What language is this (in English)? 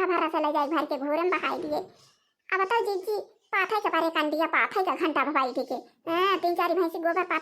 Awadhi